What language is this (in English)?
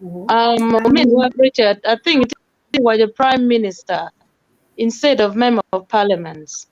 Acoli